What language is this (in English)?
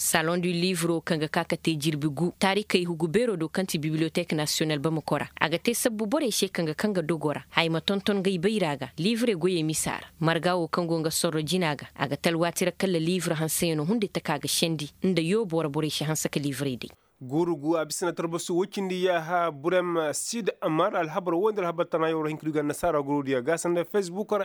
Koyraboro Senni